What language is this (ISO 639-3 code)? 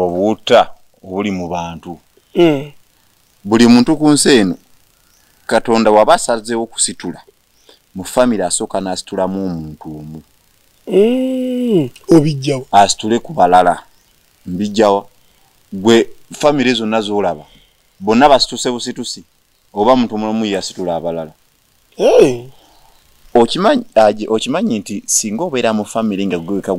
lug